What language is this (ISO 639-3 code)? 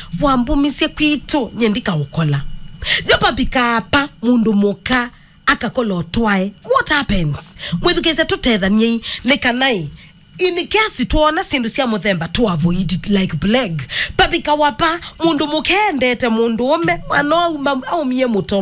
kam